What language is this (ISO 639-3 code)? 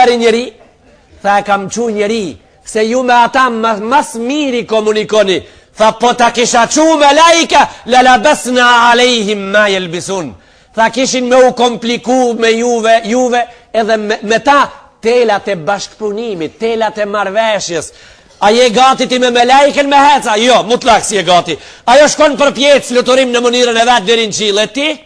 sqi